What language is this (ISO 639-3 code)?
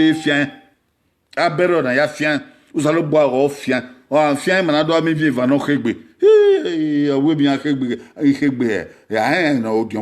bin